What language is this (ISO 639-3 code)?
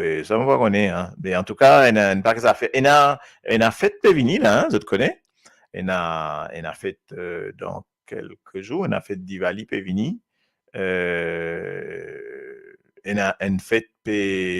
mfe